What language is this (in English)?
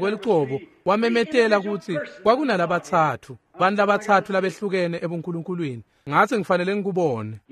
Swati